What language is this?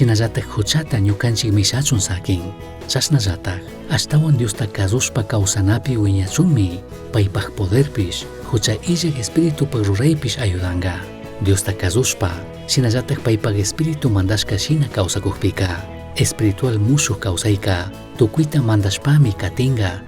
Chimborazo Highland Quichua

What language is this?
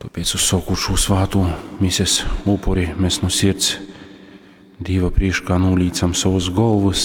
Latgalian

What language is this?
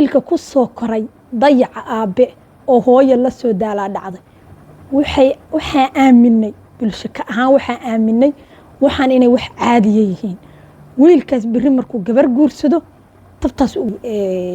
Somali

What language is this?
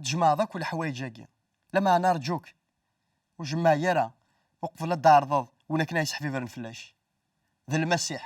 Kabyle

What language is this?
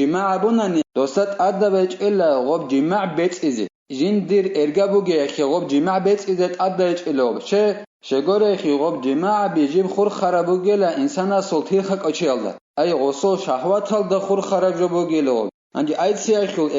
Avaric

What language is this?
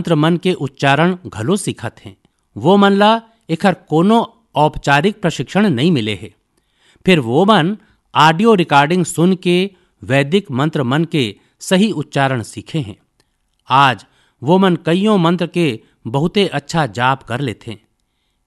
Chhattisgarhi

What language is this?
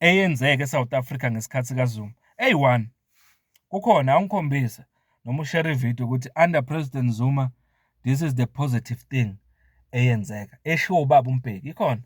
Zulu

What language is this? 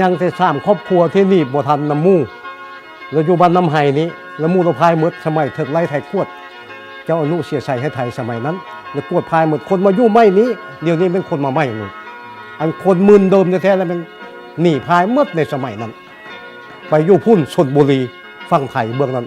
Lao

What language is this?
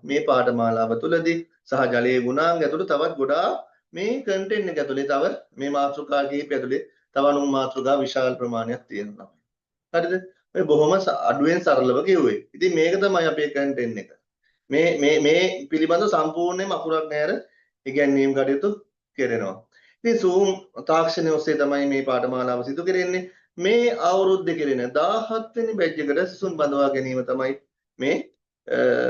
Sinhala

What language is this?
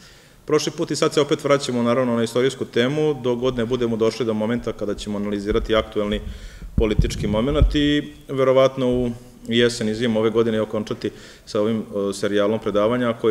Serbian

